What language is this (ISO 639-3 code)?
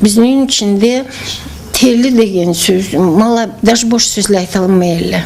krc